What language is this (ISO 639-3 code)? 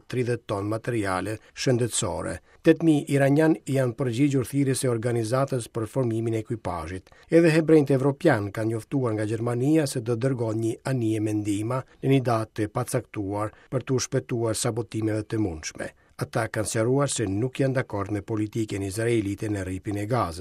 sqi